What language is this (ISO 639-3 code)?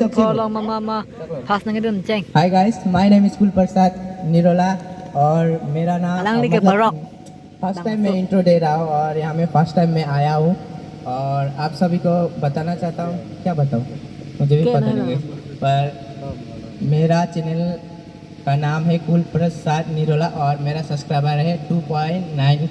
mjw